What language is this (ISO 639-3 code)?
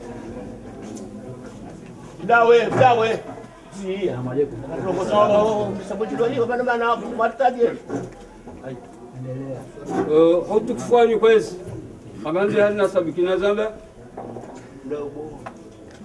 swa